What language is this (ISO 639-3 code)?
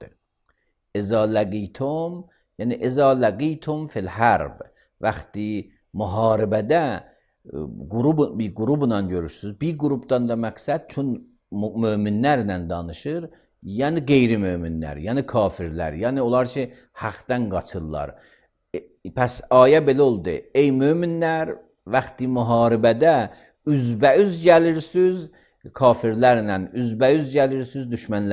aze